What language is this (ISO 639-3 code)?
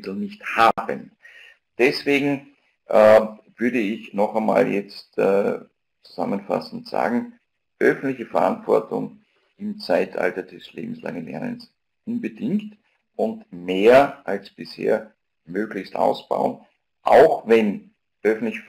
deu